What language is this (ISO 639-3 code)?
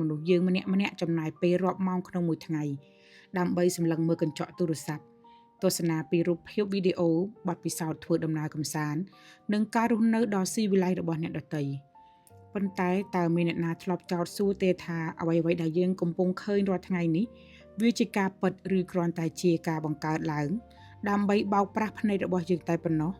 khm